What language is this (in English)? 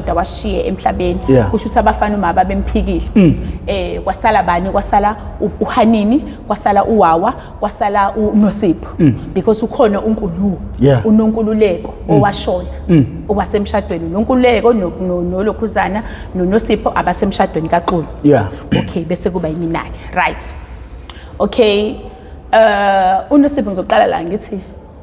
Zulu